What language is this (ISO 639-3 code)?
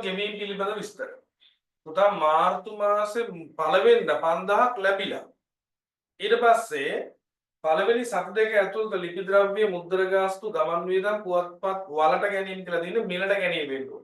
sin